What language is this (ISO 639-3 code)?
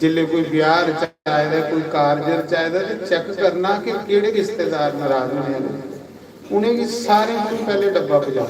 doi